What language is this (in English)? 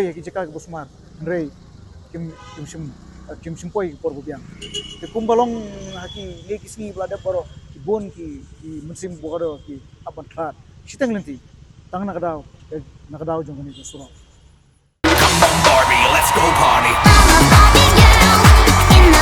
Khasi